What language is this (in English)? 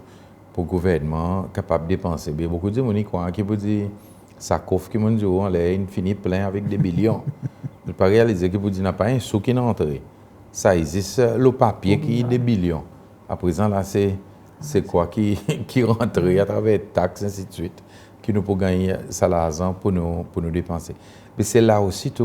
Seselwa Creole French